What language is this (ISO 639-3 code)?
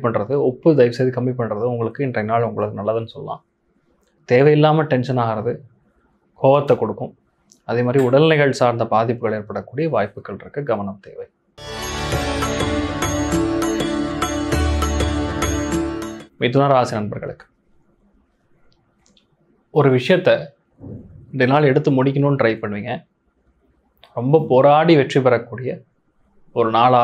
tam